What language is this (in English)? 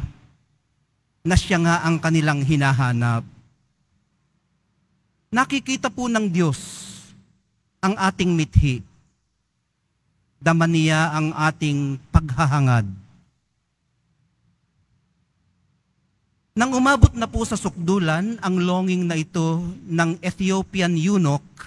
Filipino